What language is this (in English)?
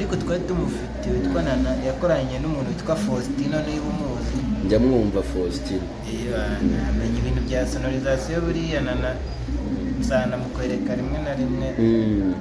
Kinyarwanda